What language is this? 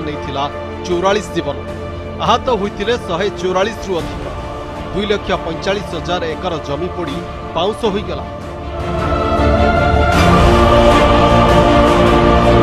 Odia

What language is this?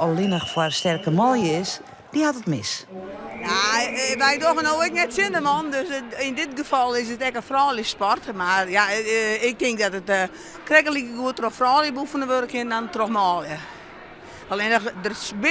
Western Frisian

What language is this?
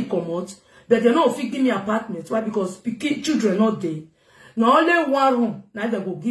Nigerian Pidgin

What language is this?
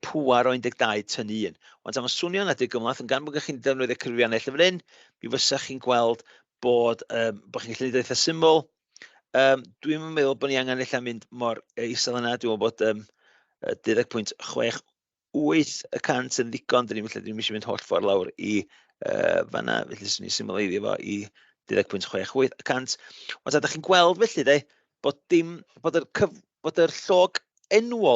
Welsh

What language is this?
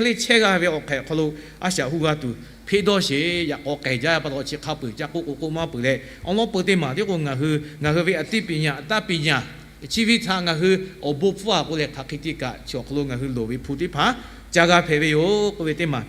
Lahu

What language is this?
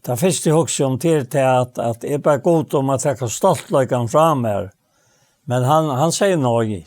Faroese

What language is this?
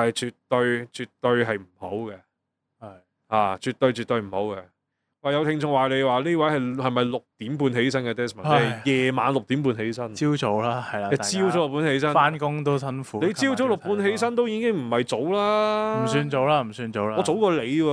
Cantonese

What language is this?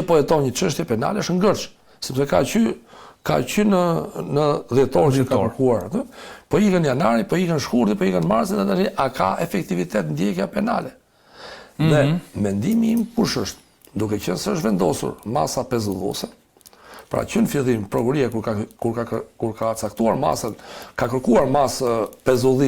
Albanian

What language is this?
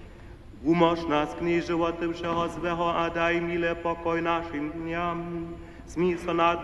Upper Sorbian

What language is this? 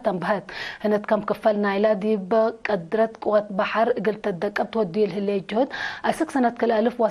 Tigre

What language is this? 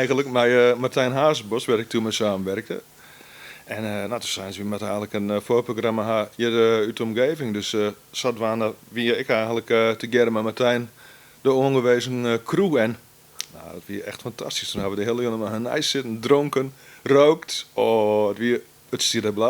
Western Frisian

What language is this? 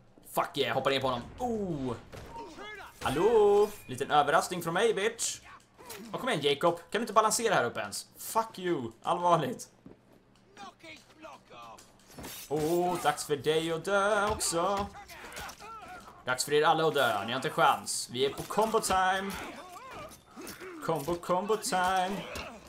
Swedish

